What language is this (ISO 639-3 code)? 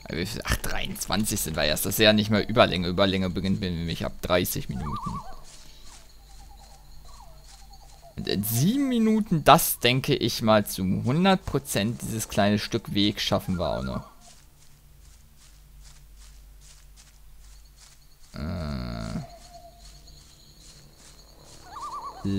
deu